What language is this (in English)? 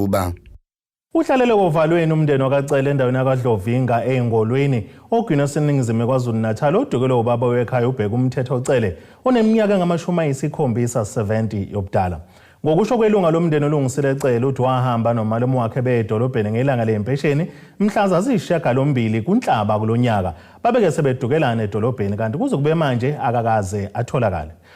Zulu